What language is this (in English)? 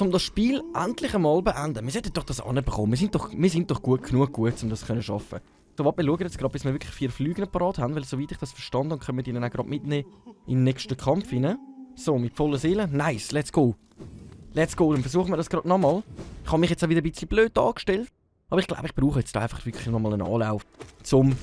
Swiss German